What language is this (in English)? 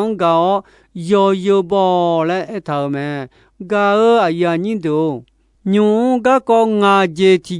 Akha